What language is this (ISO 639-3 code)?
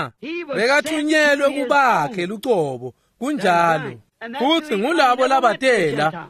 ssw